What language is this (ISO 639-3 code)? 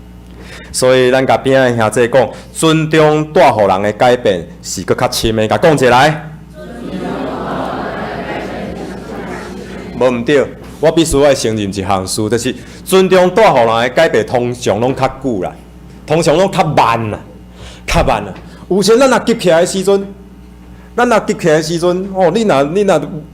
nan